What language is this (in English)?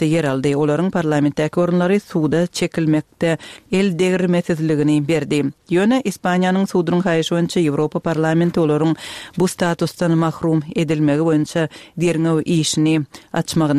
Kyrgyz